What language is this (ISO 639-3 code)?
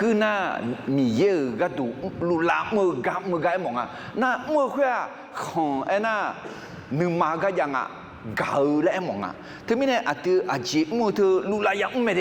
ahk